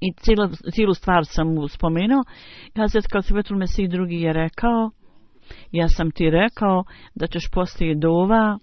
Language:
Bosnian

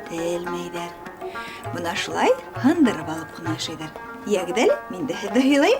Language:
Bashkir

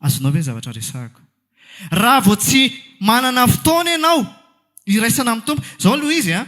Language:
Malagasy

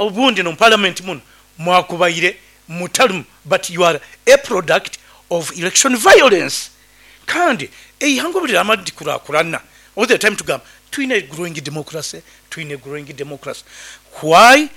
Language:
Nyoro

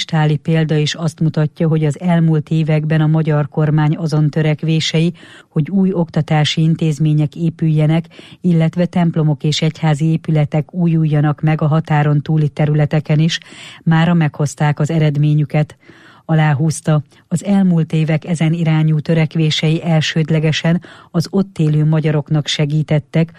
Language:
Hungarian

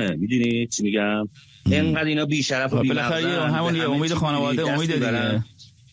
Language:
Persian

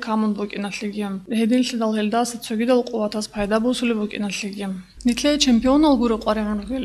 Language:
Avaric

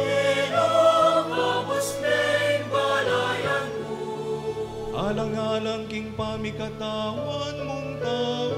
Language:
Pampanga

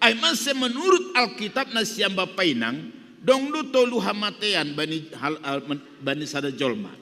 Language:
Batak Simalungun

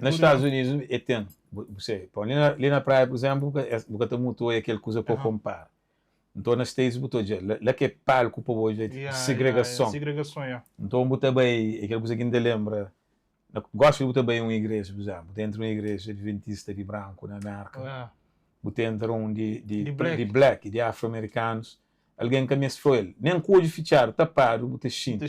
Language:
Kabuverdianu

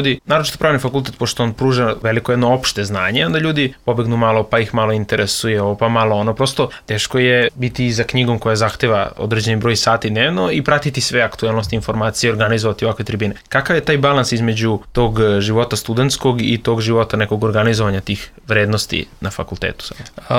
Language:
Serbian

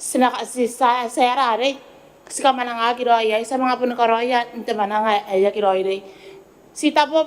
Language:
Gilbertese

